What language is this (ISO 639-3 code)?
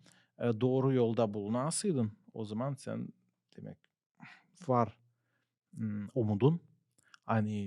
gag